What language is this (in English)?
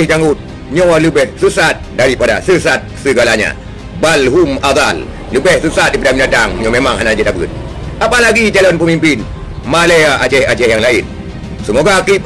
Achinese